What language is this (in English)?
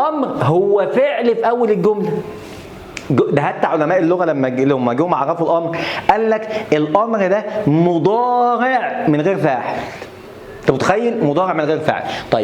Egyptian Arabic